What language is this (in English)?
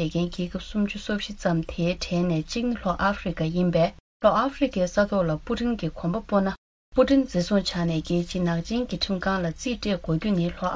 Tibetan